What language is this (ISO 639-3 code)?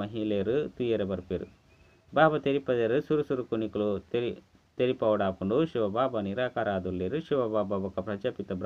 tcy